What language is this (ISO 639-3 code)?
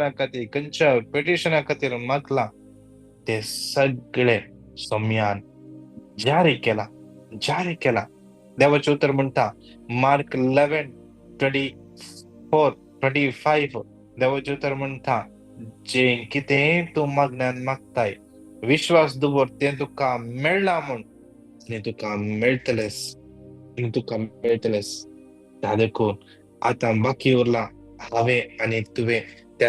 kok